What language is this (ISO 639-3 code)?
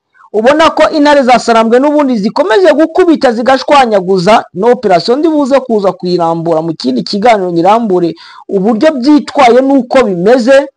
kin